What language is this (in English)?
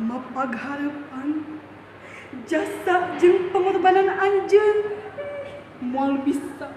Sundanese